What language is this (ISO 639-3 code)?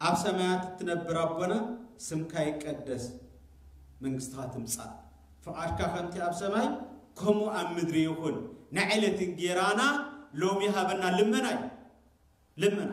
tir